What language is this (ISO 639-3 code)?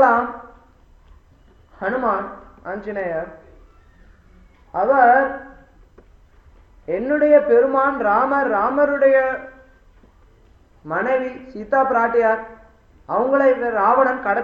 tam